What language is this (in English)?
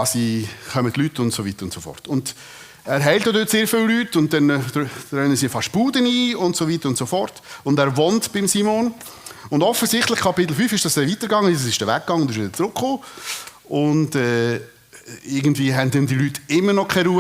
Swiss German